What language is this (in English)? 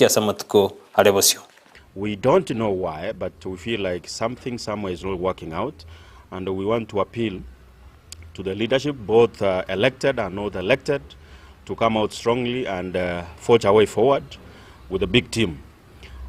Gusii